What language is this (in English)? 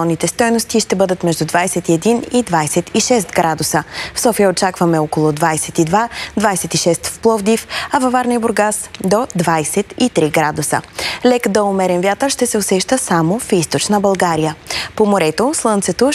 Bulgarian